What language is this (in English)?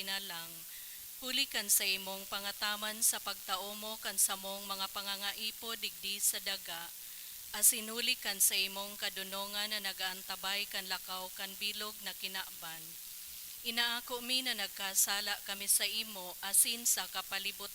Bikol